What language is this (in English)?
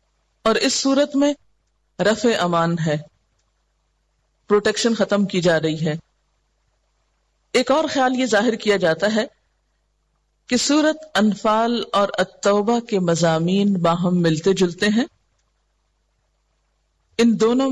Urdu